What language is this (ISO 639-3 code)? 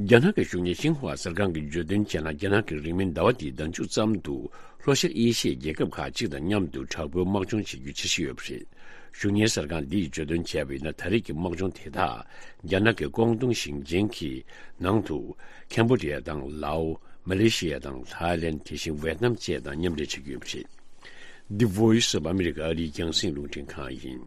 bod